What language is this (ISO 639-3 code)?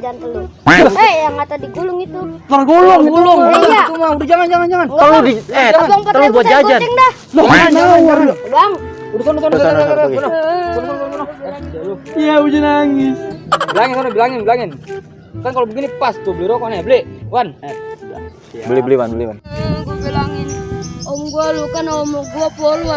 bew